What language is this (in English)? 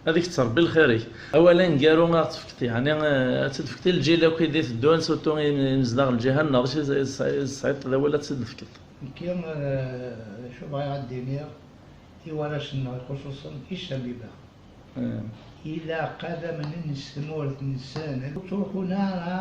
Kabyle